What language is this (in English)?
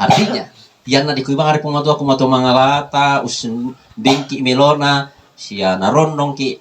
Toraja-Sa'dan